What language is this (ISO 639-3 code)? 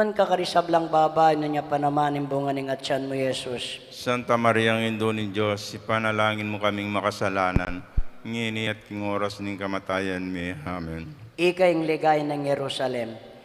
pam